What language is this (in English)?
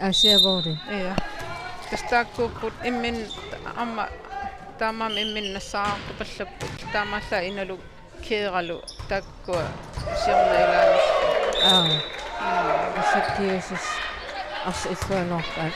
Kalaallisut